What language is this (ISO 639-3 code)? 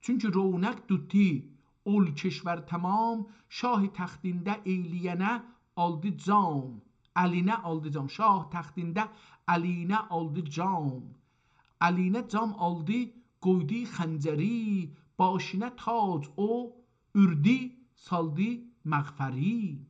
azb